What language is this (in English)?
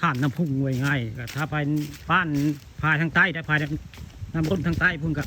Northeastern Thai